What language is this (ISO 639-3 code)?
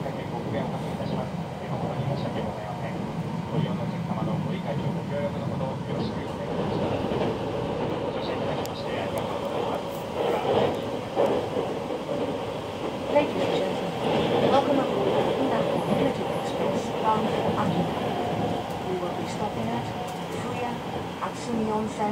jpn